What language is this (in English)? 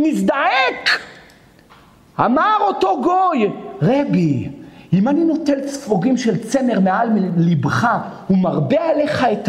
Hebrew